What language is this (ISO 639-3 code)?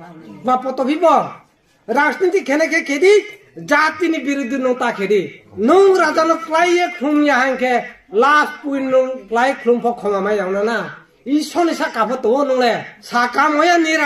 trp